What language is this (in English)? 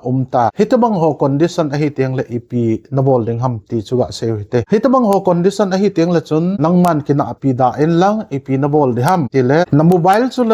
Thado Chin